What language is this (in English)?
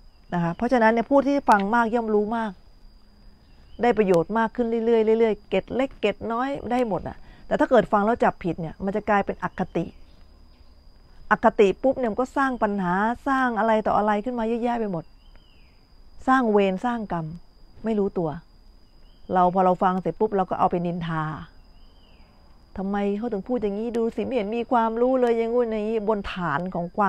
Thai